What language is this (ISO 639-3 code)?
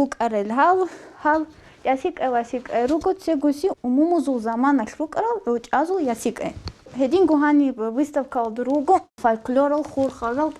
ava